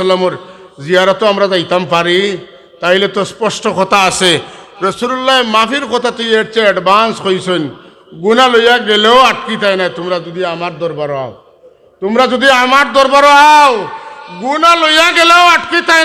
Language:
Sylheti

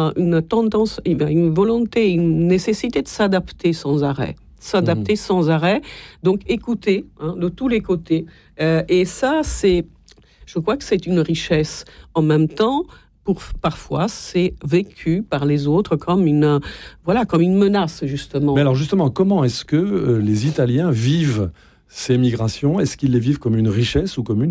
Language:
French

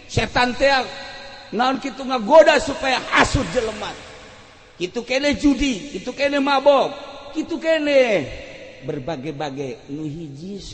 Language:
Sundanese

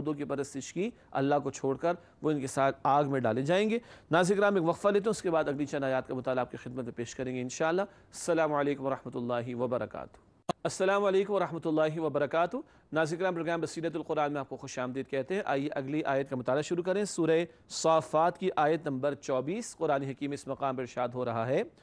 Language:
Urdu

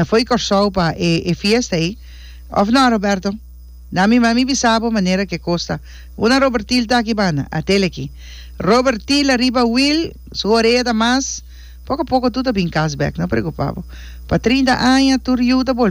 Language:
Papiamento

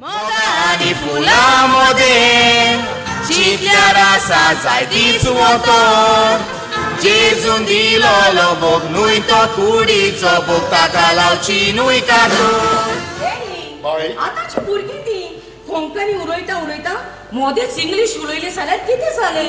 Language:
Konkani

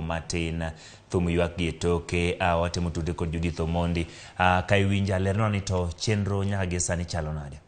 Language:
Luo (Kenya and Tanzania)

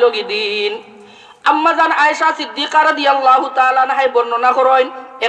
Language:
Sylheti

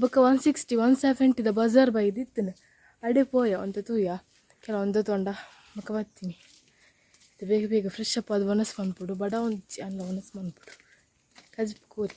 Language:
Tulu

